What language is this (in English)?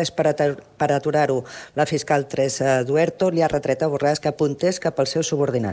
Catalan